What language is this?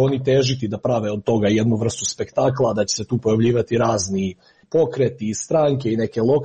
Serbian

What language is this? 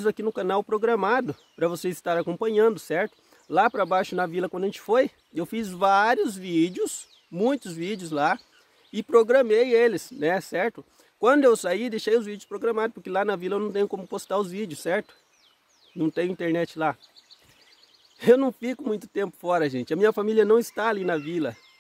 Portuguese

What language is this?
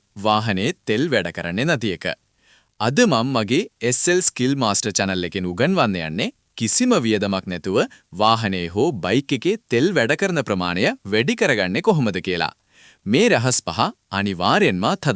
Sinhala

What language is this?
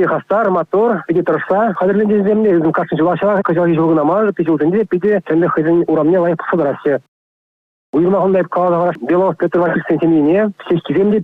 Chuvash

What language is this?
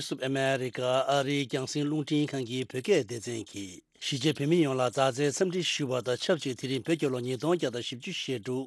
Tibetan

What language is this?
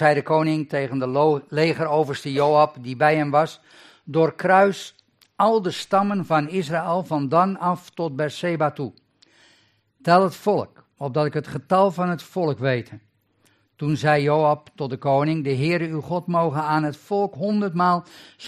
Dutch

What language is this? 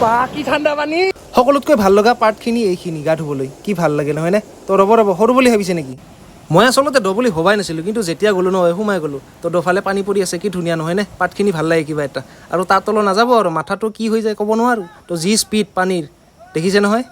Assamese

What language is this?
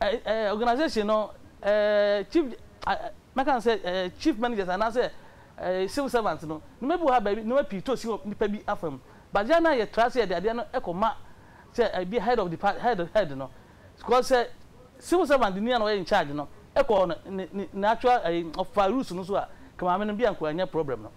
Akan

